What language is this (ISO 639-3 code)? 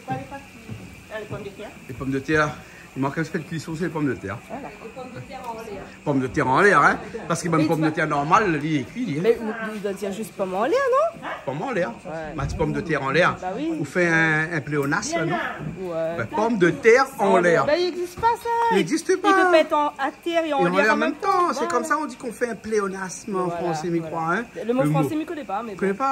rcf